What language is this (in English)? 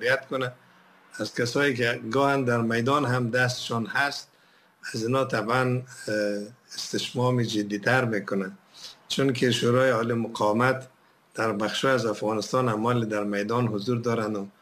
Persian